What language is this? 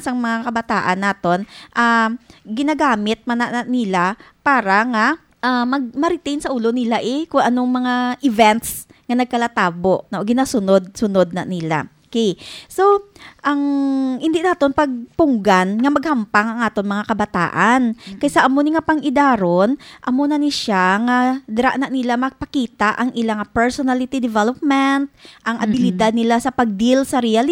Hiligaynon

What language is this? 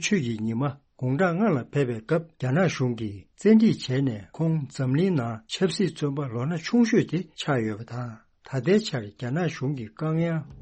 Tibetan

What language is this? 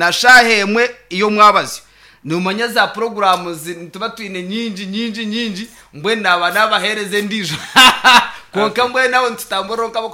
Nyankole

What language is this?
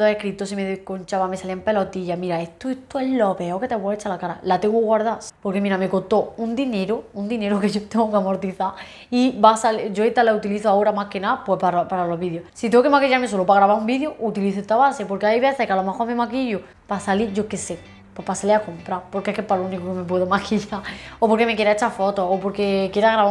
Spanish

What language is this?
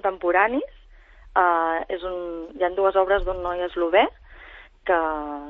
Catalan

